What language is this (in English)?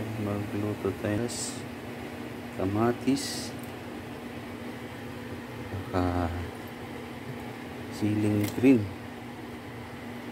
Filipino